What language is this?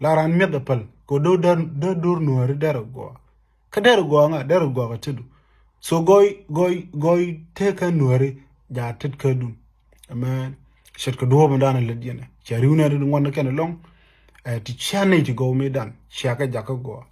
Nuer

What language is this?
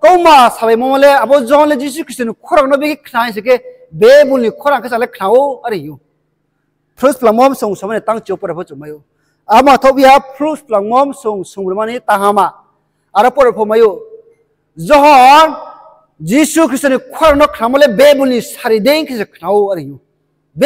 Riang (India)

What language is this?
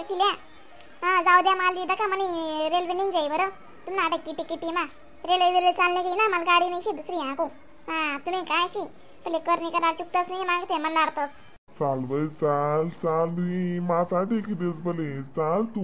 Khandesi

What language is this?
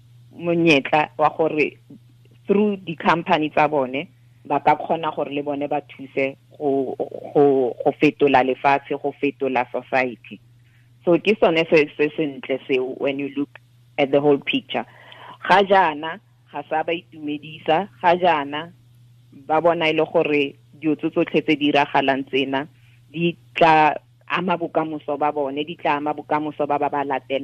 Tswana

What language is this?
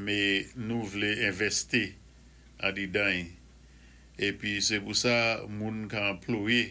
Saint Lucian Creole French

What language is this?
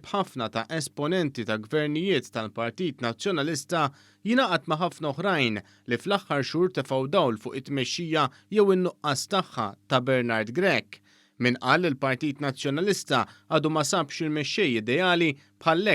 Maltese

